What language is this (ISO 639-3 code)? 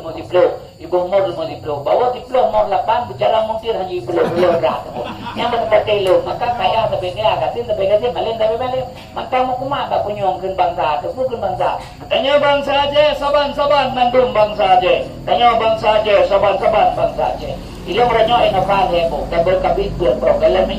ace